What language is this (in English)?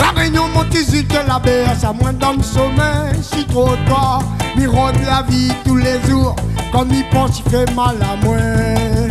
Réunion Creole French